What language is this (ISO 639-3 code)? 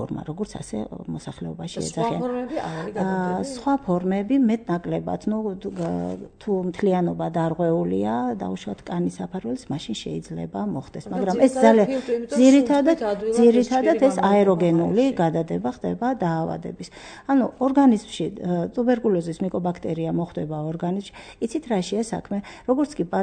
kat